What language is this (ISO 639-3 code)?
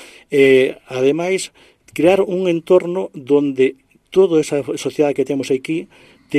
glg